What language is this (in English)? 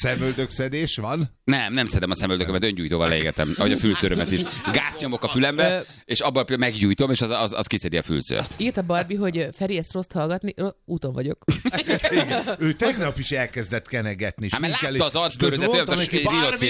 Hungarian